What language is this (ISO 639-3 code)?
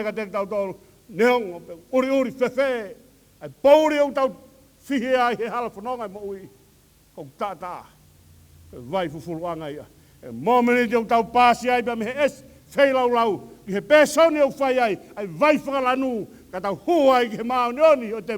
ton